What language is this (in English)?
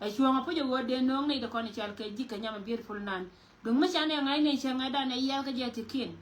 Nuer